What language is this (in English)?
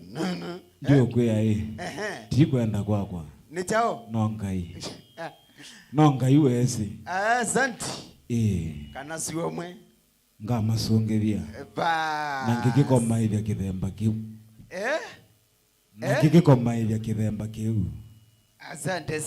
Kamba